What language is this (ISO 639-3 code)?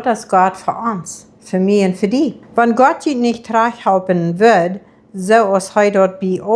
pdt